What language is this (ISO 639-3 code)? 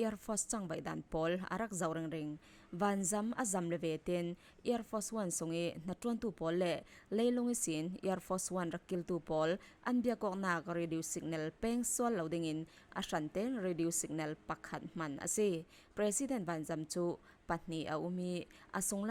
cfm